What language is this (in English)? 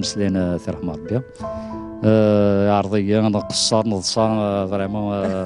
Kabyle